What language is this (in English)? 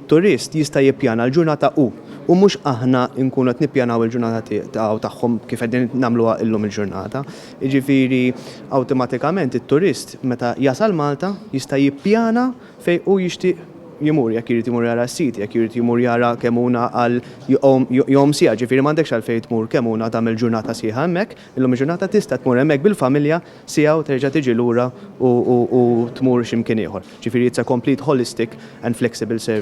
Maltese